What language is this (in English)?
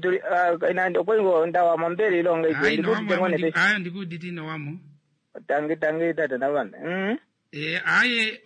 Kuanyama